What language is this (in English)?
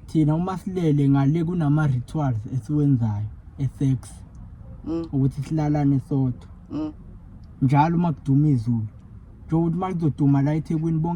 Zulu